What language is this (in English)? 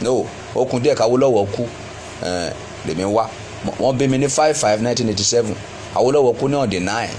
Yoruba